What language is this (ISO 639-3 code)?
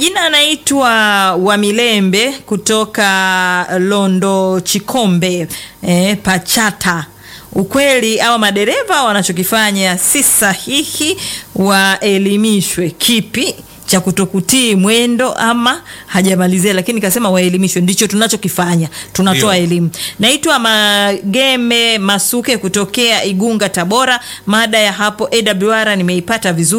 swa